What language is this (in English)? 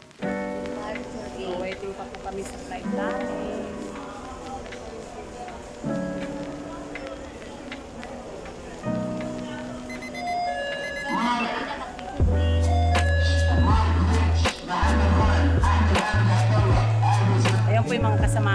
Filipino